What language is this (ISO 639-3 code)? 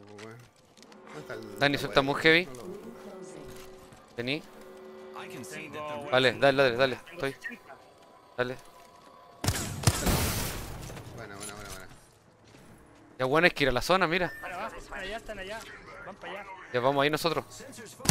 spa